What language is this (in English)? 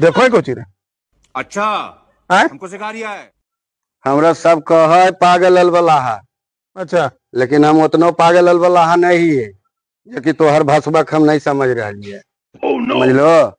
Magahi